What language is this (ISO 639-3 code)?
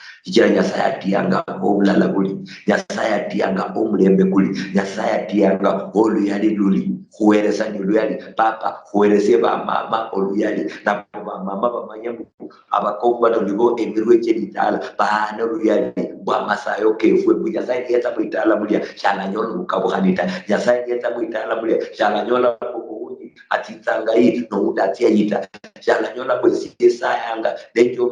luy